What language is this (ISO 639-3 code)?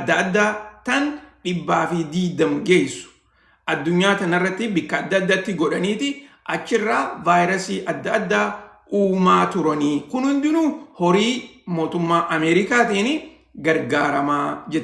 orm